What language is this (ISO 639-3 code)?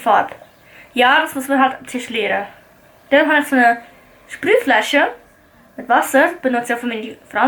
gsw